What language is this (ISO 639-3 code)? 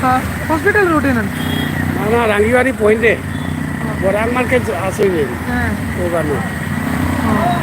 syl